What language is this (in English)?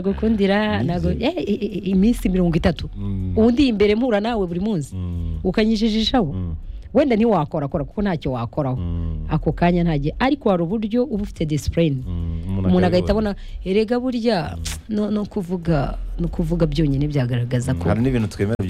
Kinyarwanda